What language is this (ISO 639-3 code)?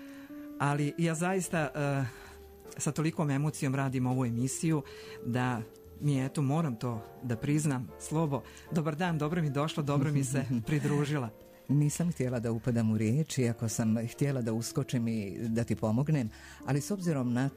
bos